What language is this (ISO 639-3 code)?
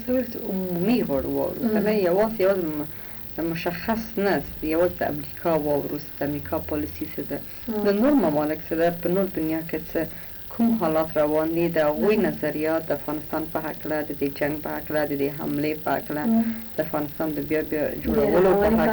pus